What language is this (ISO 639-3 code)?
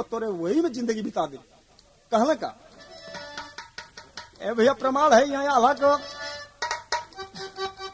bho